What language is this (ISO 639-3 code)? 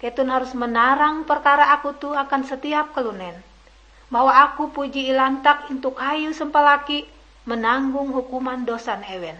nij